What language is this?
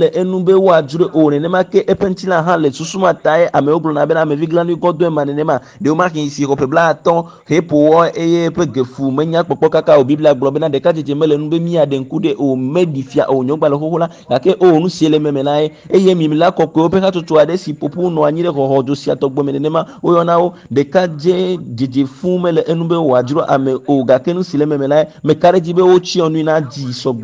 Ewe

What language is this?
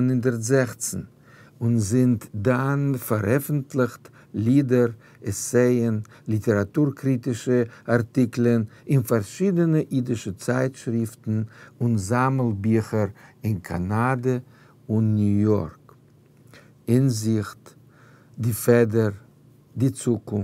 Yiddish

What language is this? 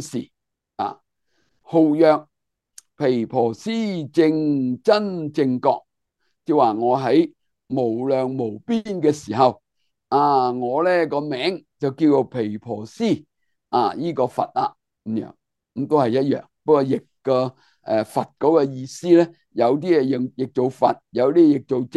Cantonese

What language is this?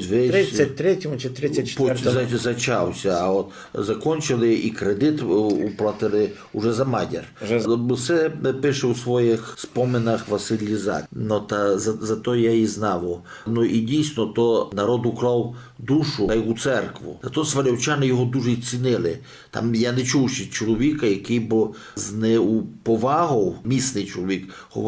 Rusyn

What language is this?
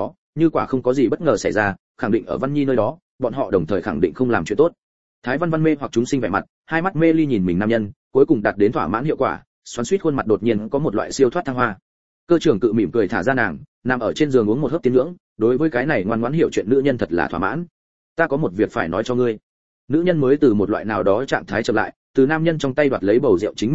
Vietnamese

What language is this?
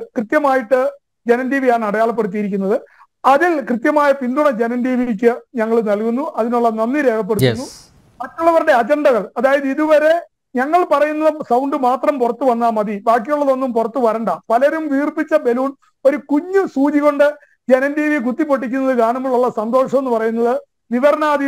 Malayalam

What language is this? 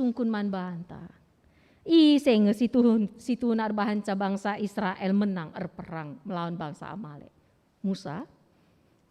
Batak Karo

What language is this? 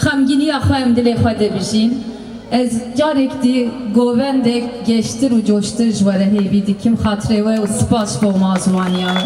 Kurdish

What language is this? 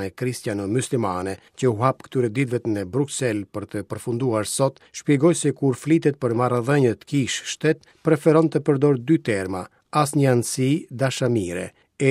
Albanian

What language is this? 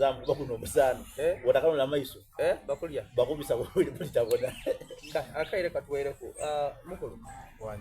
Soga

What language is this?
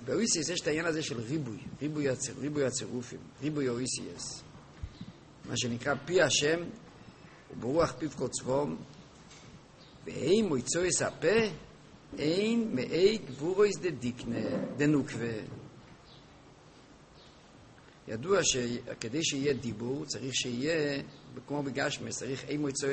Hebrew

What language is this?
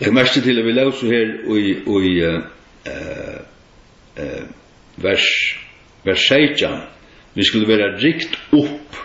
Faroese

